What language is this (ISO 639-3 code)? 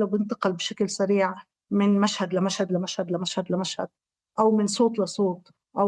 apc